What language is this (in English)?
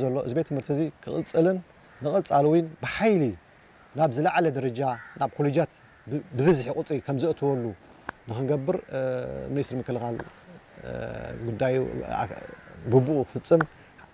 Tigrinya